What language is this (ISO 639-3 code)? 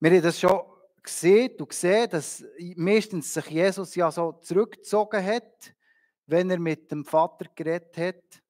gsw